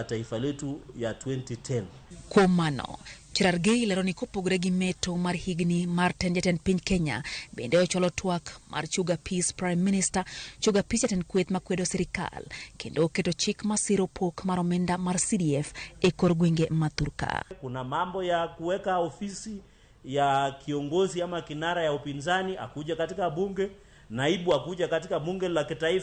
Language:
Luo (Kenya and Tanzania)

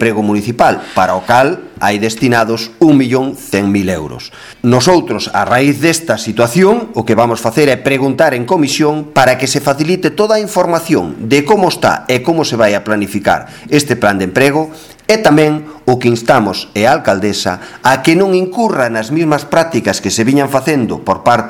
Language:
Galician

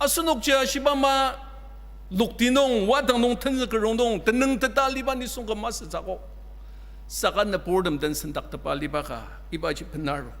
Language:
Ao Naga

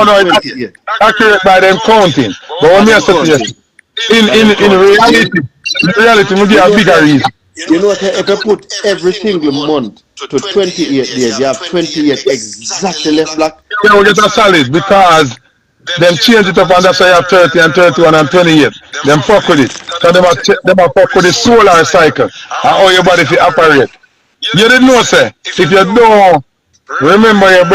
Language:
Jamaican Creole English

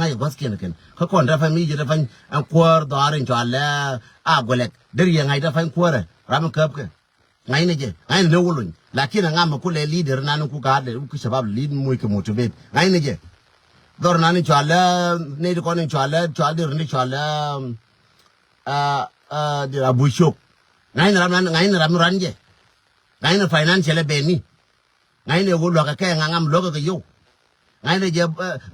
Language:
Nuer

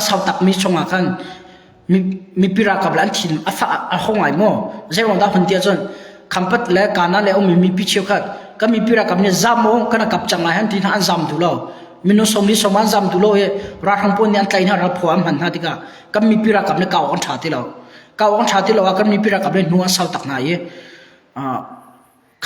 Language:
Hakha Chin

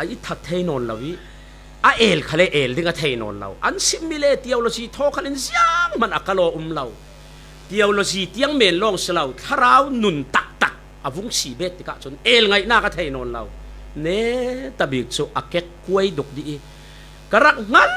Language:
Falam Chin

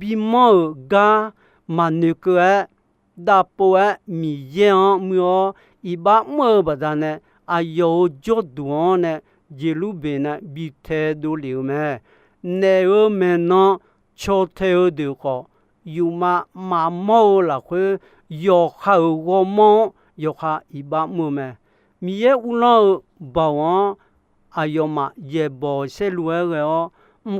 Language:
Akha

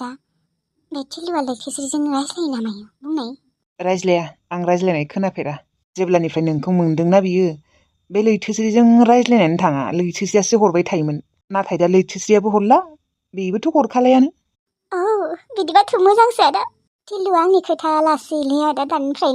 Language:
Bodo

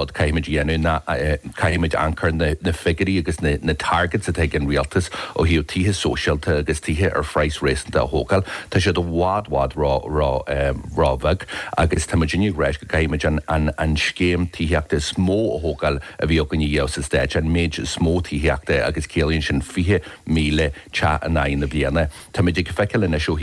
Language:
Irish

